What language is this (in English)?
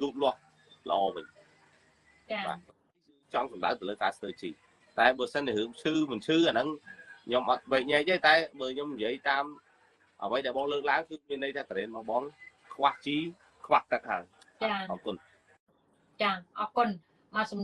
Khmer